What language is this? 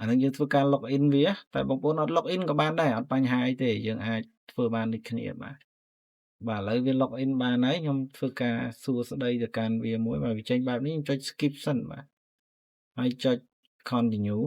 Khmer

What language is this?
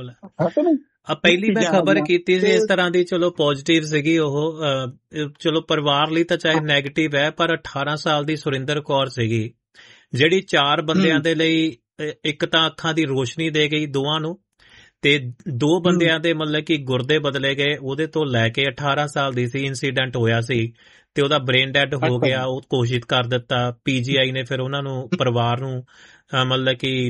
Punjabi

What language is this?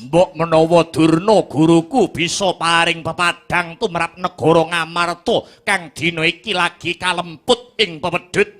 Javanese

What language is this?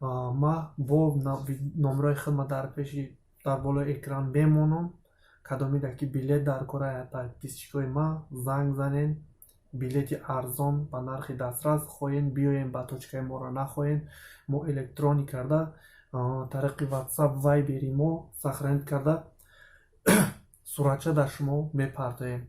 Tajik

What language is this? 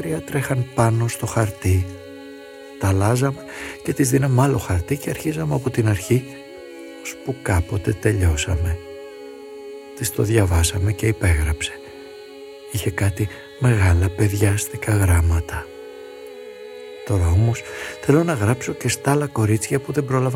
Greek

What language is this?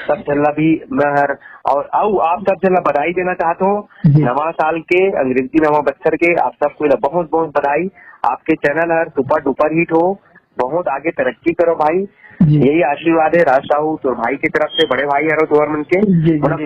Chhattisgarhi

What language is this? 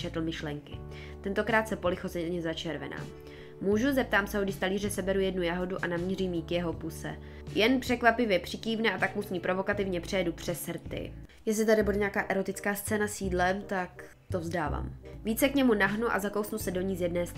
Czech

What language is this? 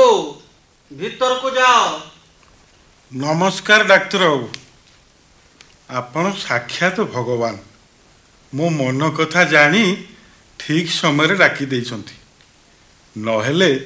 Odia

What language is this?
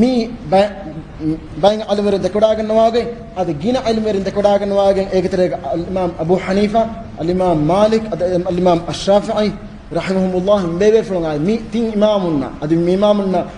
Divehi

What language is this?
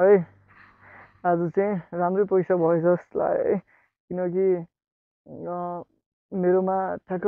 Nepali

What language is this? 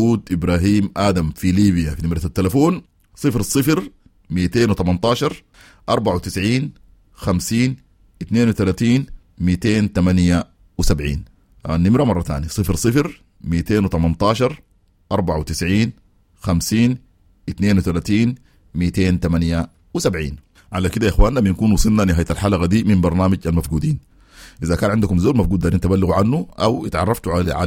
Sudanese Arabic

